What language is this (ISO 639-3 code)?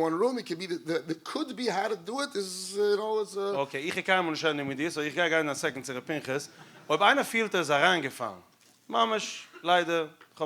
yid